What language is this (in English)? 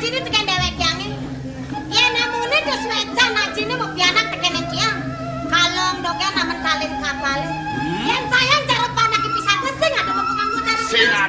Balinese